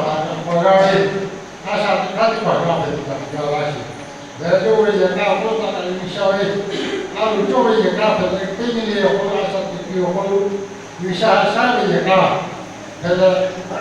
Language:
Lahu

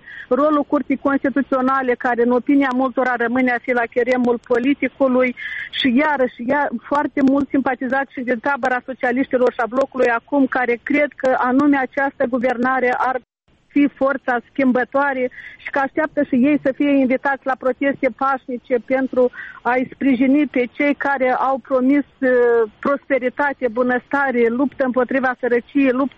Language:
Romanian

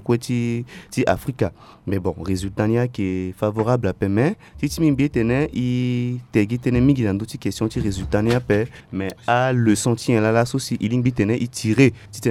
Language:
Sango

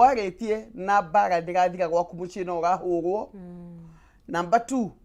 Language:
Kikuyu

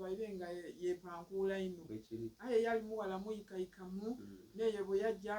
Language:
Soga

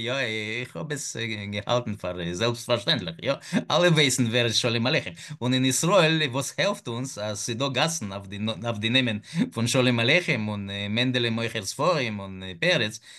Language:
Yiddish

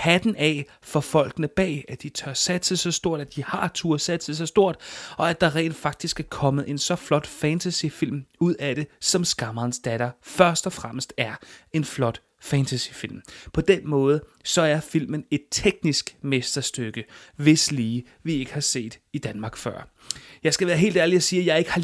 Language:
Danish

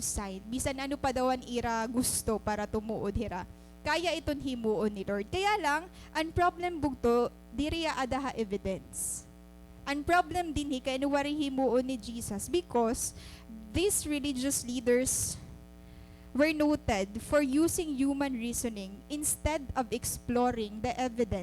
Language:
Waray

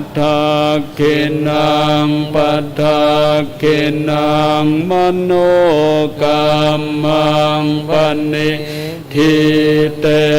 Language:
Pali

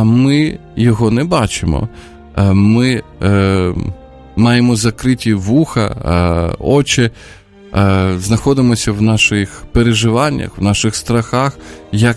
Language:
Ukrainian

